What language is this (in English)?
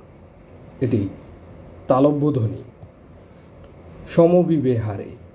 Bangla